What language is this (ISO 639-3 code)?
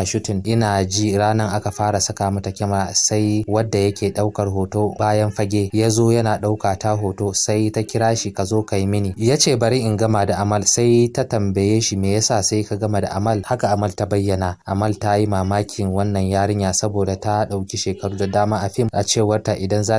hau